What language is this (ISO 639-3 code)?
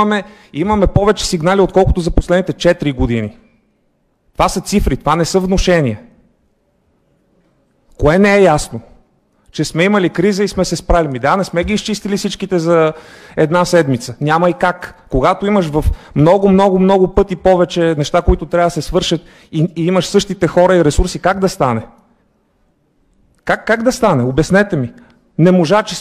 bul